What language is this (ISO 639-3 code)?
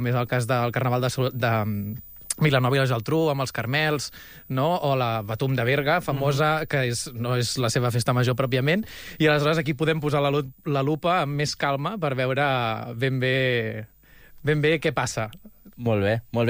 cat